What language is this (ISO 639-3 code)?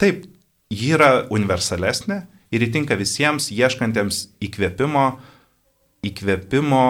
lit